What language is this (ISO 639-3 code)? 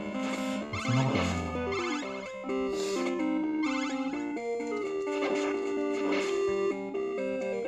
jpn